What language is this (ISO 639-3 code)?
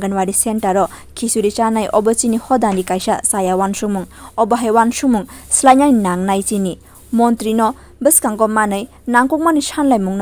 trp